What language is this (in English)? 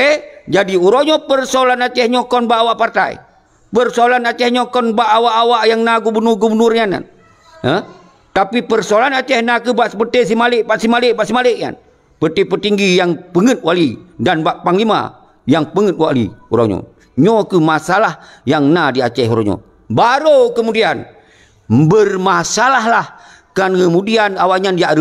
Achinese